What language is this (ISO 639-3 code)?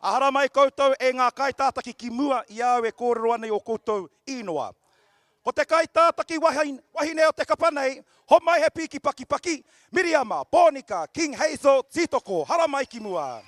mri